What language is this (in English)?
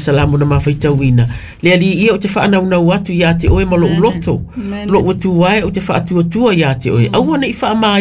Samoan